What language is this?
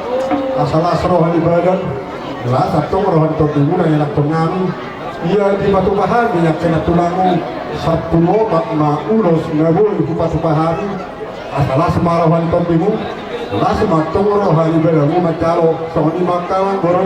Batak Toba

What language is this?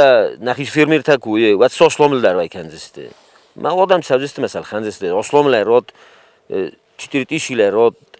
Ossetic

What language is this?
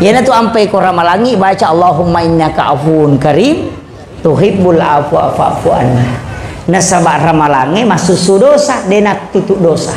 Buginese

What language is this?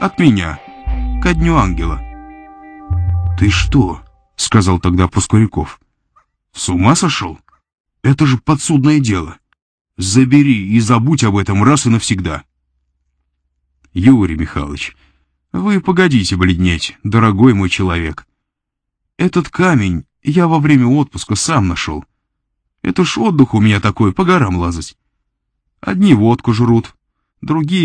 Russian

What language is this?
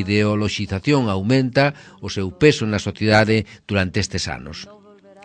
Galician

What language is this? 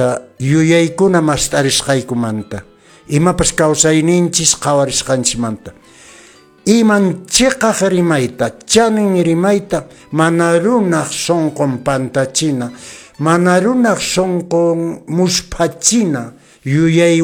Quechua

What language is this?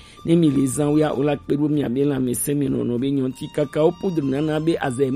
Gen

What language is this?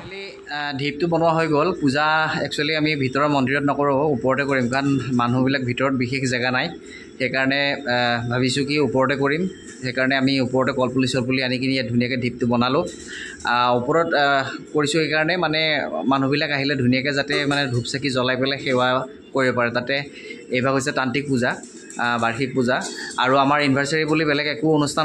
Assamese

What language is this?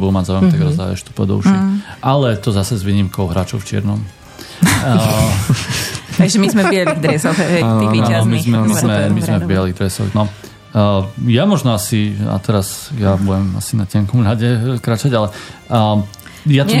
Slovak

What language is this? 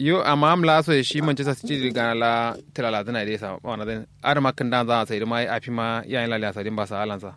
Kanuri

